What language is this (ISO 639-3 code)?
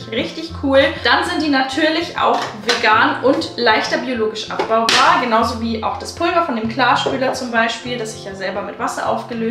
deu